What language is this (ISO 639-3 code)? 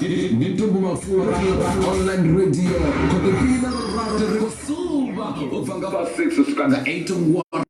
ven